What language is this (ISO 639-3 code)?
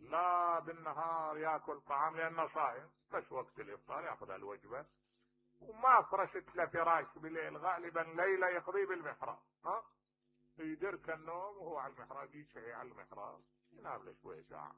acm